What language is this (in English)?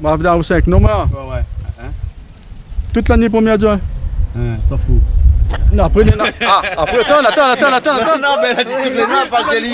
Réunion Creole French